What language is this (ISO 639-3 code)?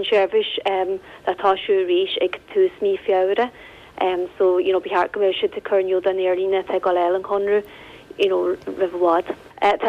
gle